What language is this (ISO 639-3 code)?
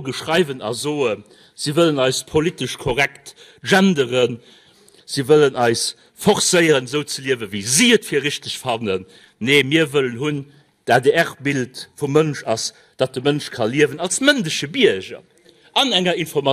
ltz